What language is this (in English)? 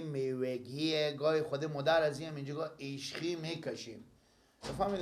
Persian